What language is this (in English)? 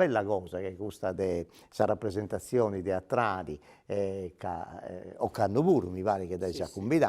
Sardinian